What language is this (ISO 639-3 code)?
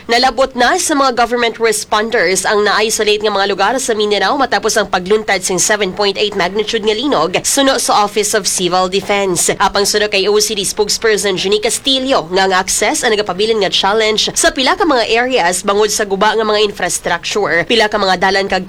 hil